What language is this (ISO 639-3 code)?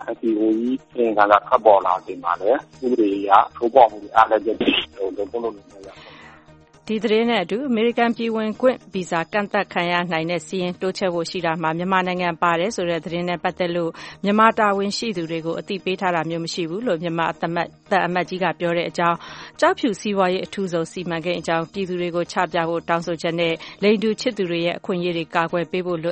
mya